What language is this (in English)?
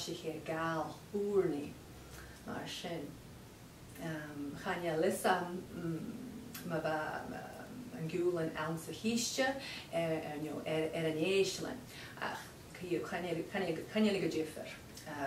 Scottish Gaelic